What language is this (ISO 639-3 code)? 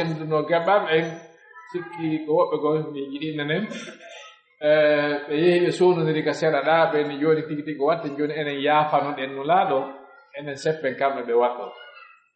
fuf